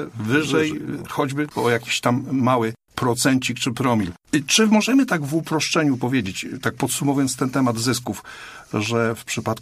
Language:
Polish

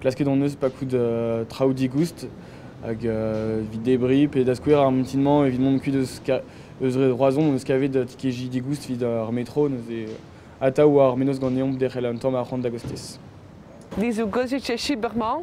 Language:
Breton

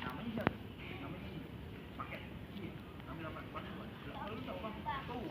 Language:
Betawi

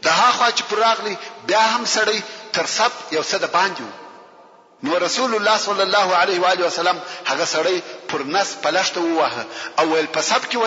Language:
Pashto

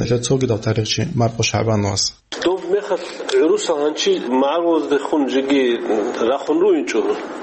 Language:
Avaric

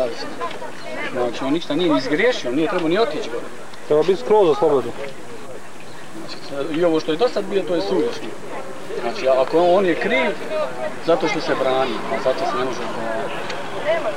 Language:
Bosnian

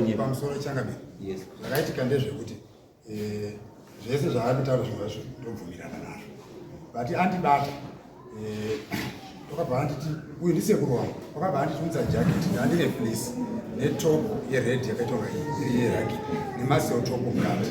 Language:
Shona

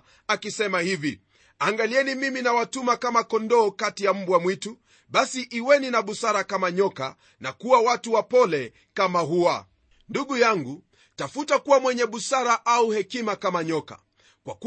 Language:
Swahili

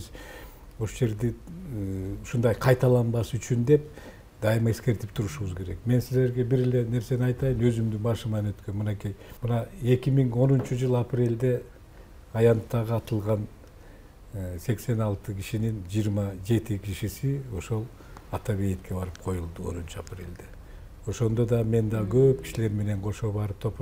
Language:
Kyrgyz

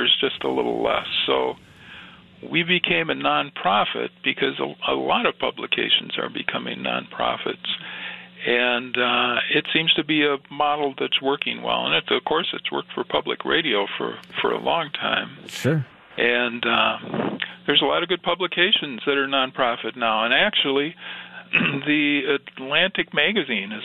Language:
English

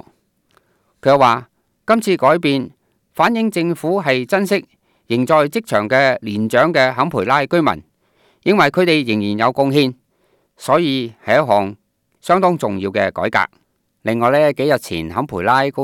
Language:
Cantonese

